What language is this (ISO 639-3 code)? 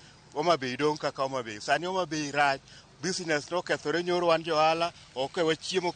luo